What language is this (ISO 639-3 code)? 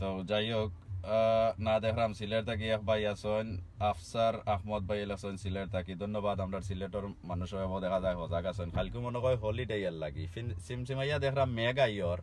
syl